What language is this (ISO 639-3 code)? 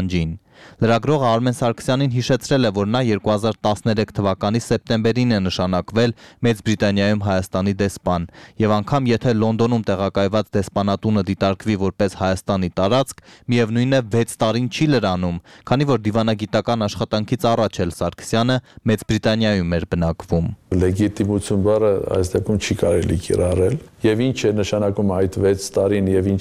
hye